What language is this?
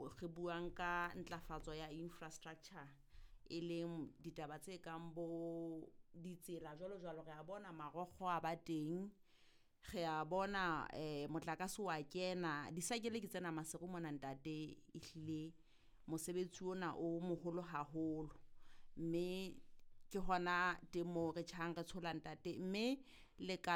Southern Sotho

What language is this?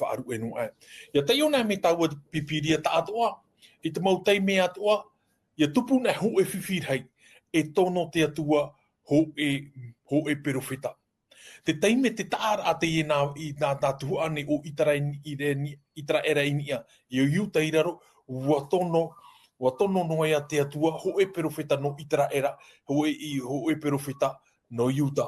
Tahitian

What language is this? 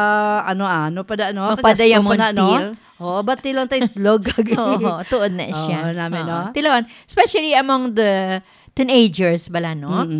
Hiligaynon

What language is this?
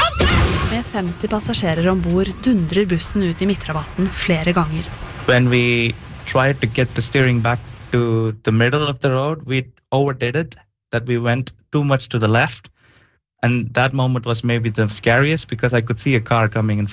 Norwegian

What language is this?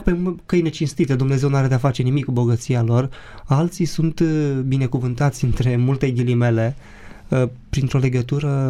Romanian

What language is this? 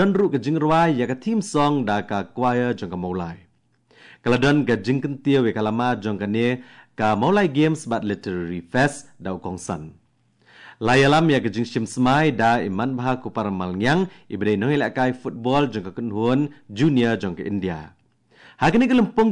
Khasi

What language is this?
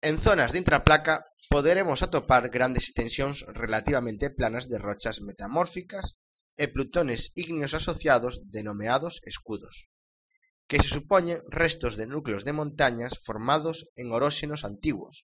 Galician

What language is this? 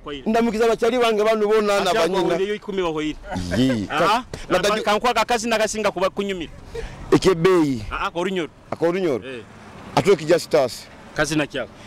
Nyoro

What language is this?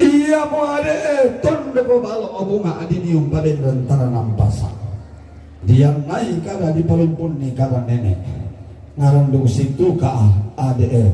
Toraja-Sa'dan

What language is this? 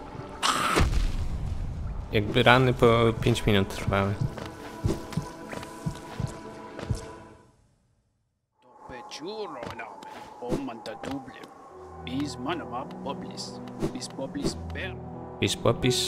Polish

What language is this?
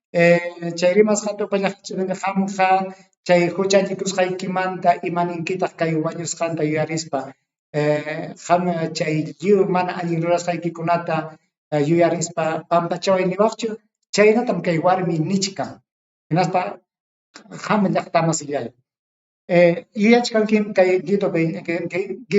Ayacucho Quechua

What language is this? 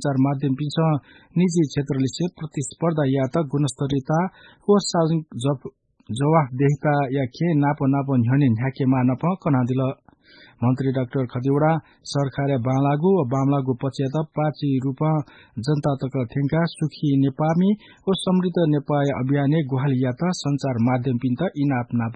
Newari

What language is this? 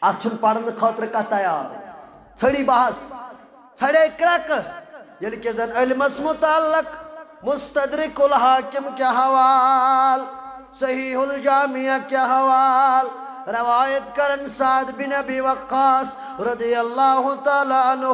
Kashmiri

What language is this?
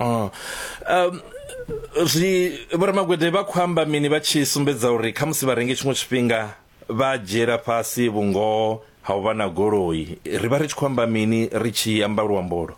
Venda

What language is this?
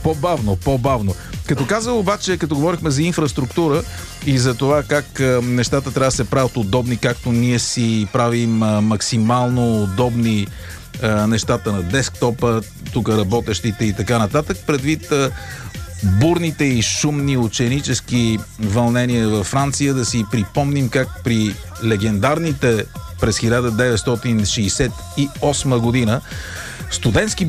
Bulgarian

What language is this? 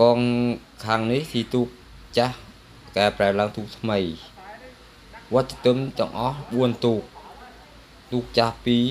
Khmer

